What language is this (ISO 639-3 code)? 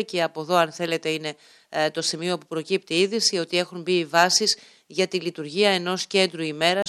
ell